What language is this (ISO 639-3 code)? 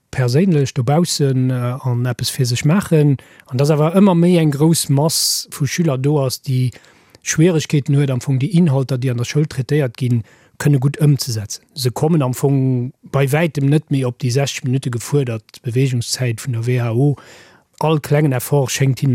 ltz